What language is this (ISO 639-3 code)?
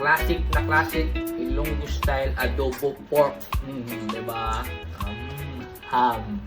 hil